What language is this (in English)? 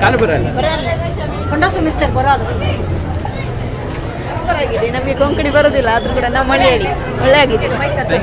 Konkani